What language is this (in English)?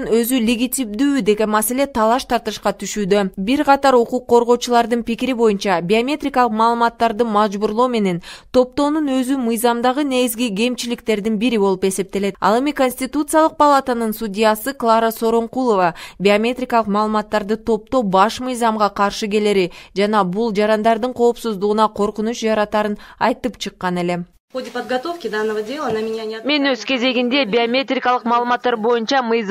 Kyrgyz